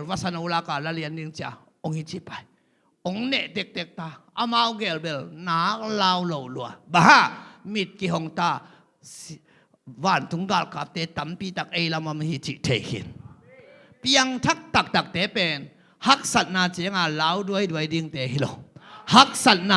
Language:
Tedim Chin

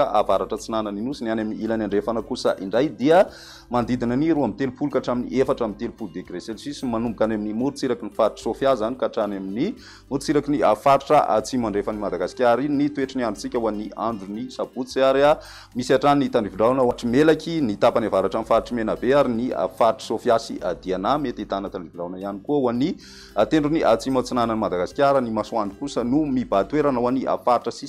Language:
Malagasy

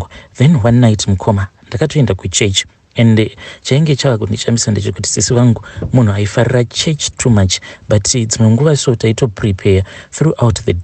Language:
Shona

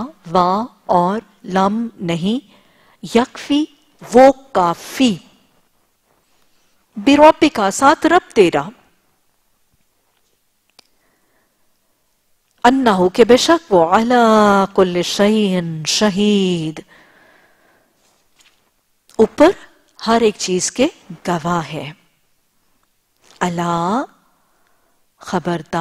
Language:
Urdu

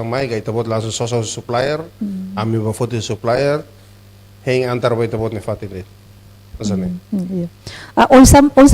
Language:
Tetum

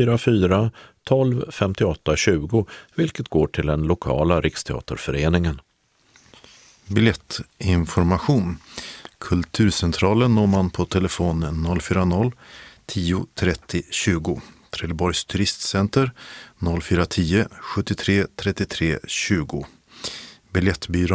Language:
Swedish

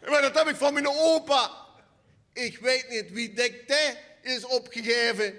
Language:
Limburgish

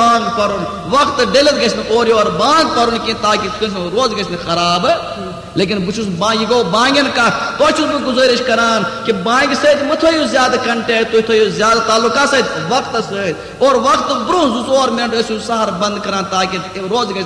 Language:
Kashmiri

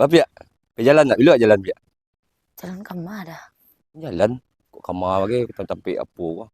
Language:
Minangkabau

